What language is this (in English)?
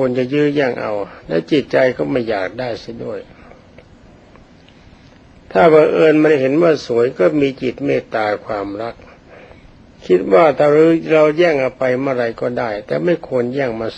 Thai